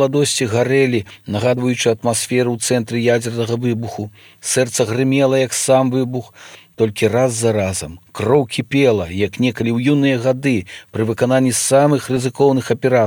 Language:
Belarusian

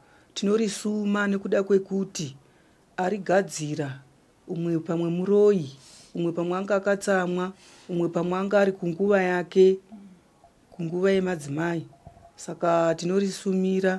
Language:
Shona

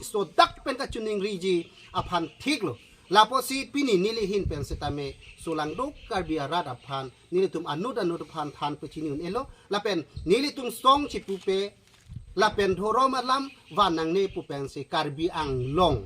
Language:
Karbi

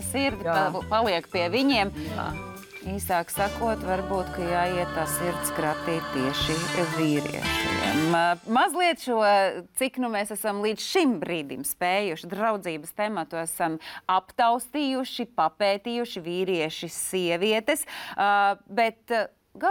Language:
Latvian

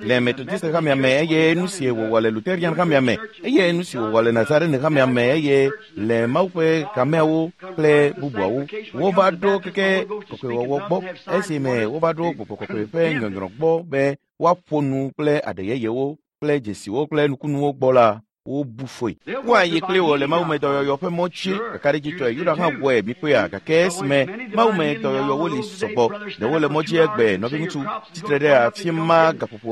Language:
Ewe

